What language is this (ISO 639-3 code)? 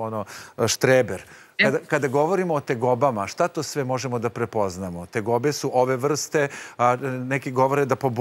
srp